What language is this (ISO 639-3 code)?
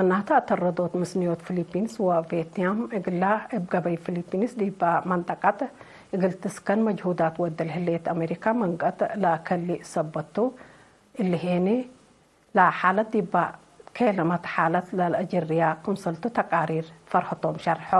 tig